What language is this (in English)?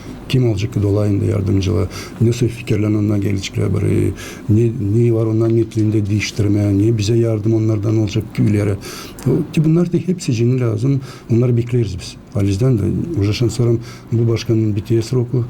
Gagauz